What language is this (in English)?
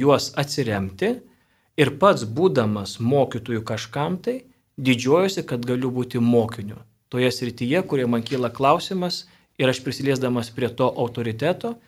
Lithuanian